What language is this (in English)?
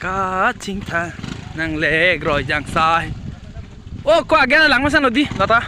Karbi